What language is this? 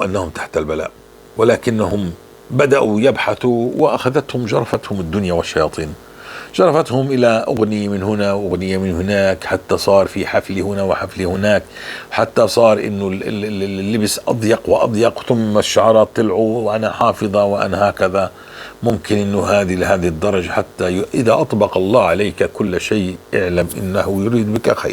North Levantine Arabic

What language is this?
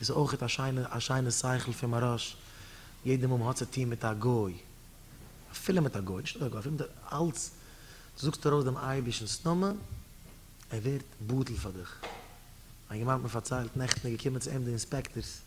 Yiddish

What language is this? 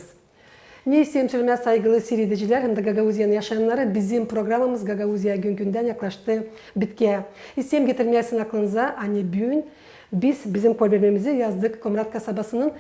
Gagauz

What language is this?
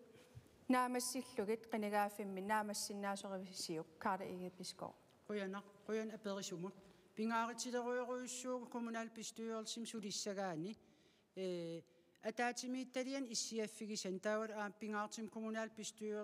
Kalaallisut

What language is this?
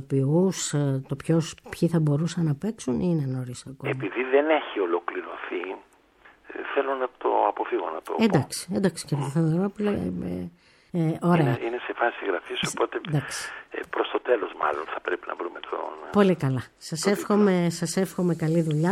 Greek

